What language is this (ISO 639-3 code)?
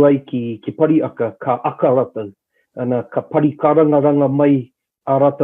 mri